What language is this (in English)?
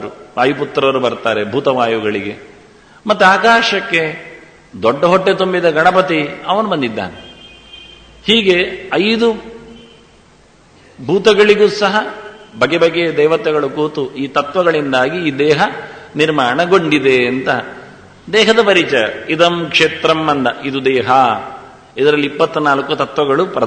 Kannada